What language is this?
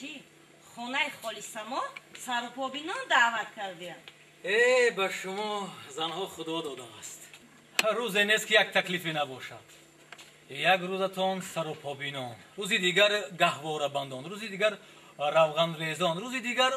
Tajik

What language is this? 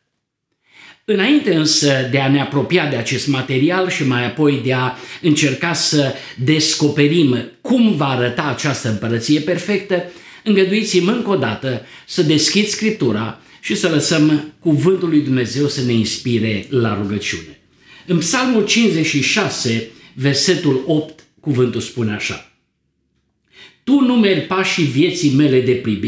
Romanian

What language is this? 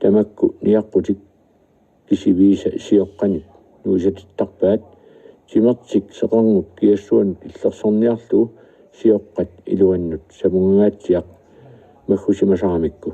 Kalaallisut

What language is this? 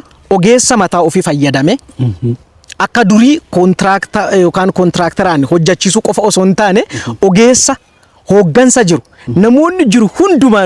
Oromo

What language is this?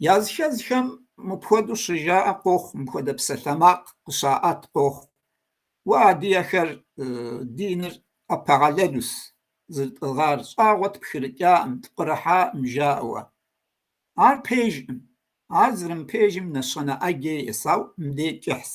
Kabardian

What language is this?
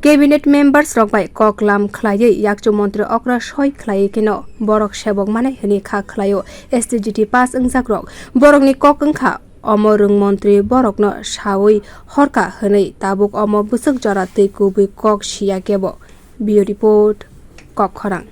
Kok Borok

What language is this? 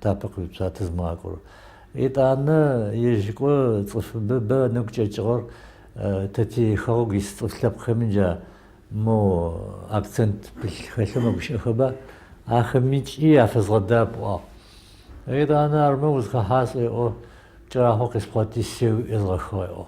Adyghe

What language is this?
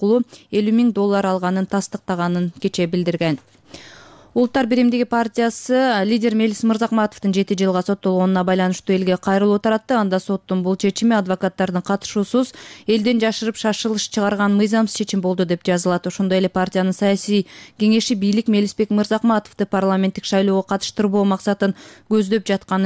Kyrgyz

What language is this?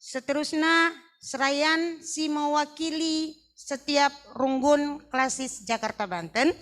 Batak Karo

